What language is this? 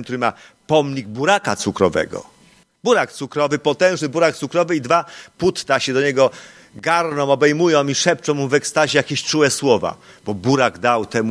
Polish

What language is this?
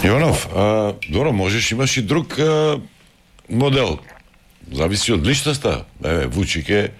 Macedonian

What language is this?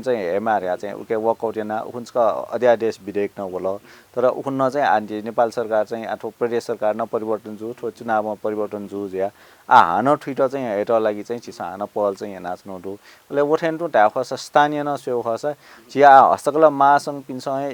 Newari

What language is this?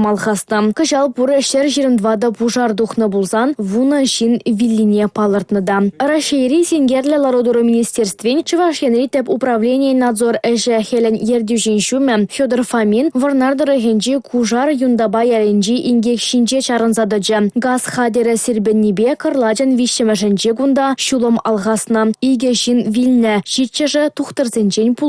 Chuvash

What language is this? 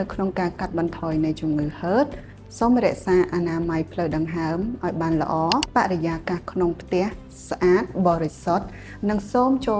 Khmer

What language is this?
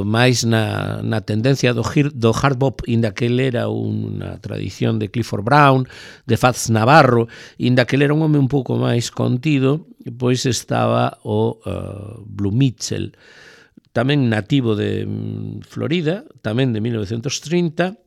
Galician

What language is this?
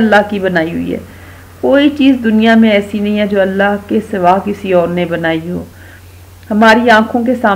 Urdu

